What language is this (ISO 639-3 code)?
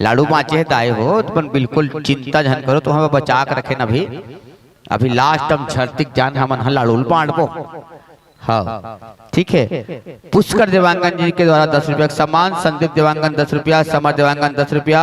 hne